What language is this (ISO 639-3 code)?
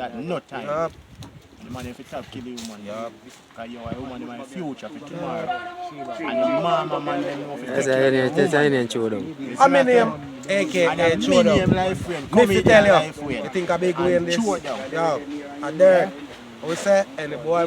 jam